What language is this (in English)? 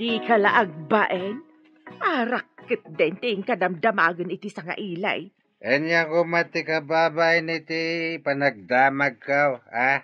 Iloko